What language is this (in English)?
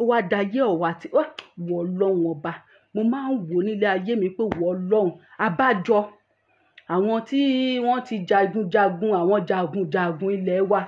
Yoruba